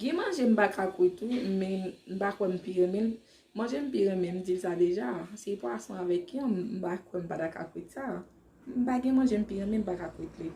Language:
Haitian Creole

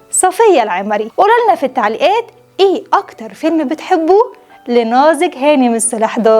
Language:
Egyptian Arabic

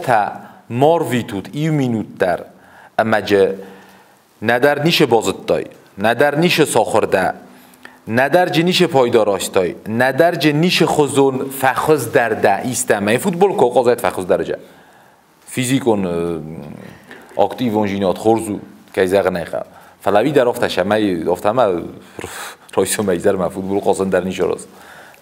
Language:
Ossetic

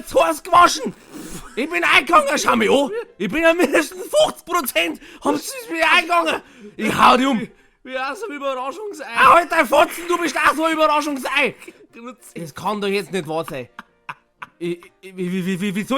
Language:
Bavarian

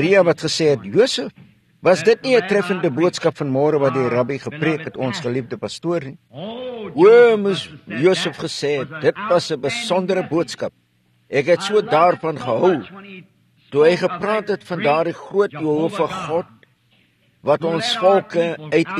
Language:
Afrikaans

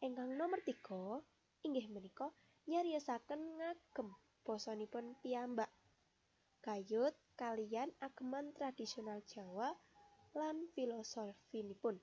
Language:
Javanese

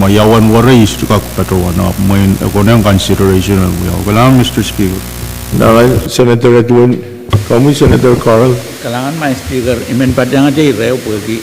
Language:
Pohnpeian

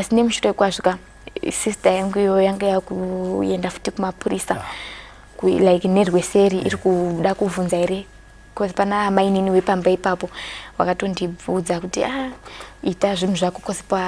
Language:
Shona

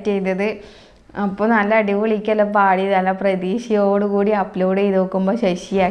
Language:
Malayalam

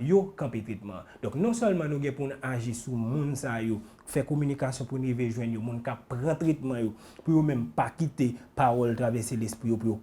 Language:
Haitian Creole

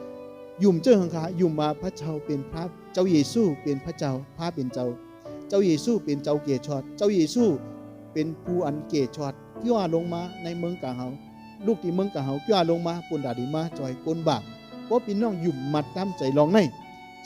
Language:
Shan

